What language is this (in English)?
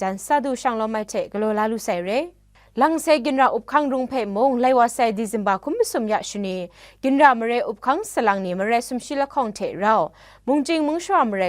Kachin